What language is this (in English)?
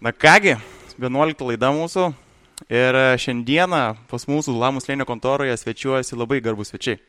Lithuanian